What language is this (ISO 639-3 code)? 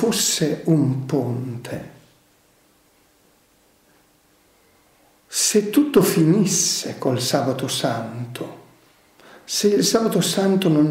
ita